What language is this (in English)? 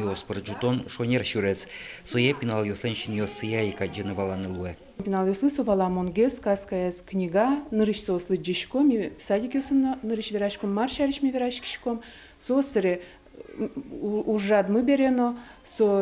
Udmurt